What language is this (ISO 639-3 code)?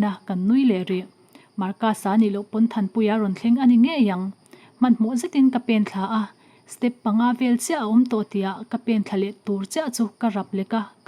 lus